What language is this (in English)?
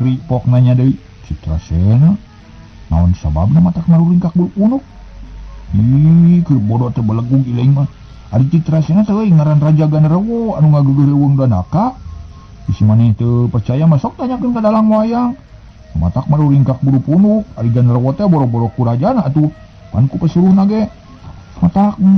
Sundanese